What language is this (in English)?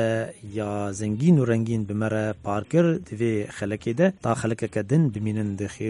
Kurdish